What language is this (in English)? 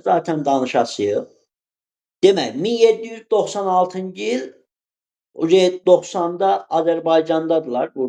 Azerbaijani